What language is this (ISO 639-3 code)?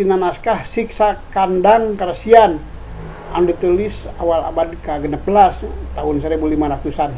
sun